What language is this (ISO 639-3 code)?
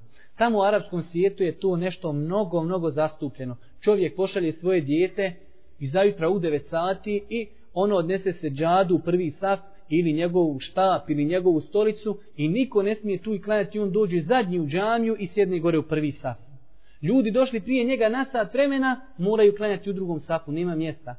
bos